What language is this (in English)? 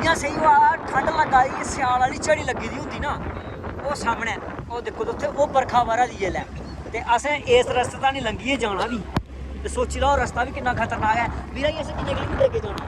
Dogri